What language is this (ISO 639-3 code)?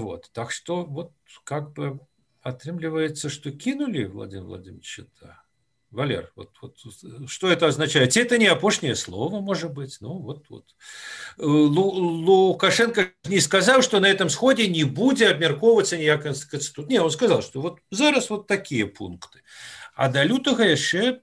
bel